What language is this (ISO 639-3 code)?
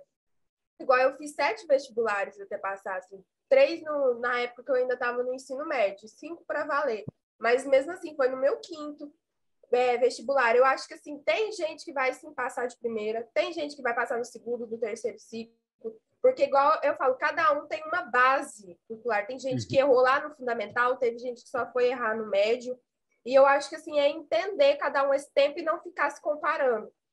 por